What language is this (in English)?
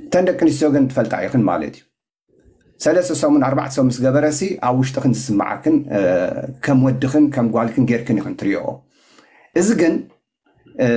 Tigrinya